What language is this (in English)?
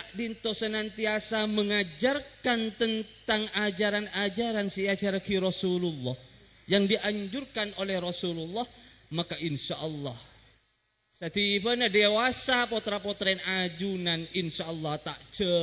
Madurese